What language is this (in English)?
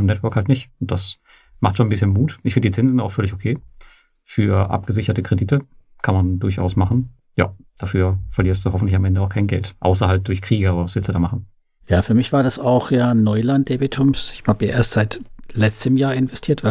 German